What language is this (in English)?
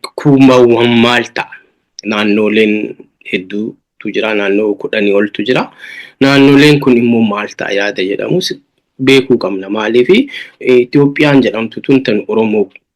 Oromo